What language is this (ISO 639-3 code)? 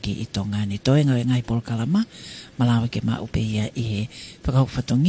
ton